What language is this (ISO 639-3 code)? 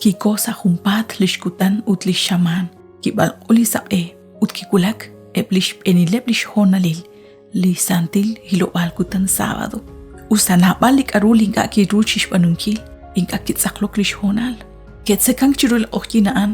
kek